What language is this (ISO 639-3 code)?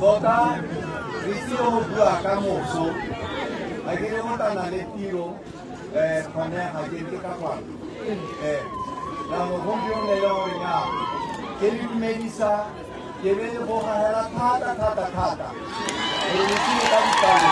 tsn